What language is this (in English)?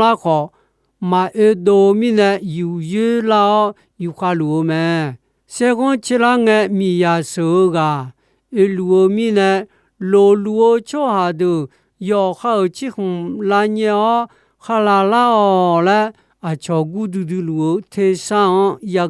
Akha